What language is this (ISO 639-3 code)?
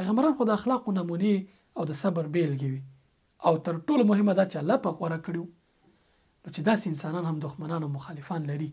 pus